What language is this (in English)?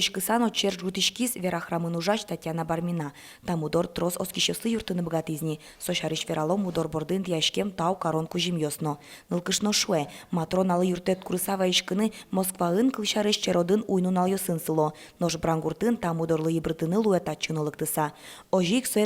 Udmurt